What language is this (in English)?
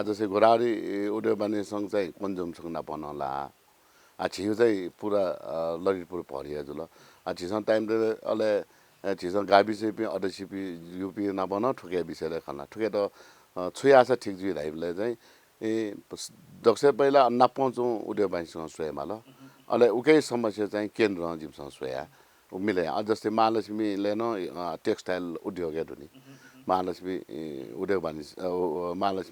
Newari